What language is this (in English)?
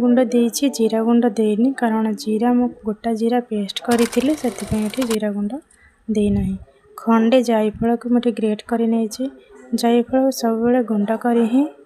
Odia